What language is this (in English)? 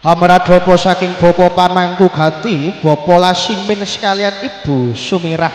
Javanese